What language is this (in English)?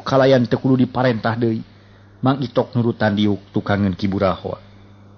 Sundanese